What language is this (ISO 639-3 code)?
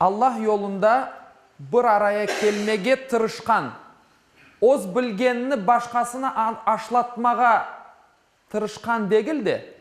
crh